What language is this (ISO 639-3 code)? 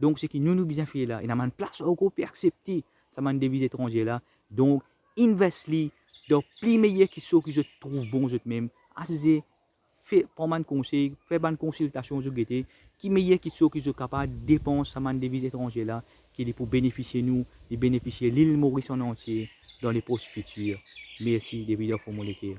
mfe